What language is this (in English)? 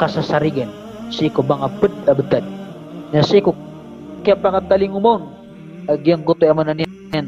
Maranao